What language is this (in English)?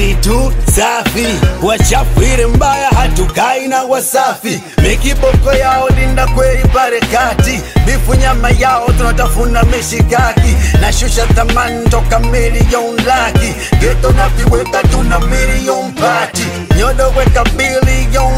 Swahili